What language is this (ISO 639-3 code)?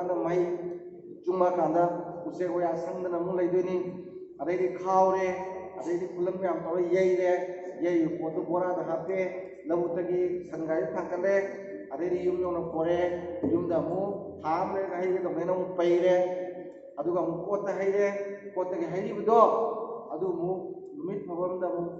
mni